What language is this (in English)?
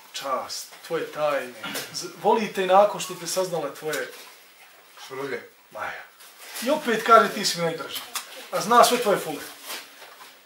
Bosnian